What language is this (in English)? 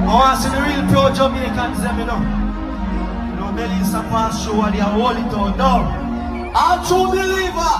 Jamaican Creole English